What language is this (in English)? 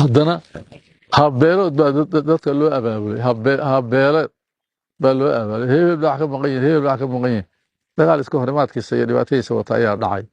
Somali